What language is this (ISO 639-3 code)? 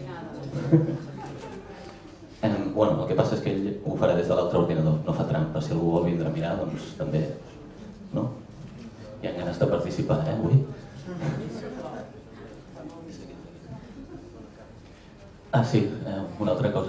cat